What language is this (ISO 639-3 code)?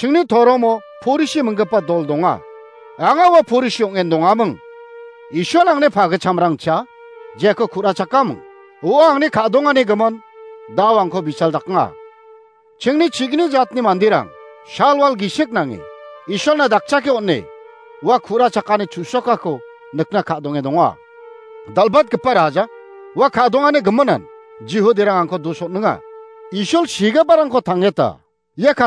grt